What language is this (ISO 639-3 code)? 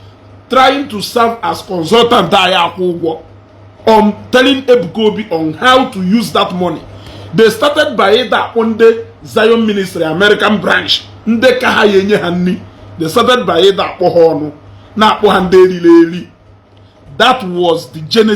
ibo